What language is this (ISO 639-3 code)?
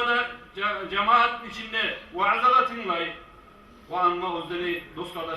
kum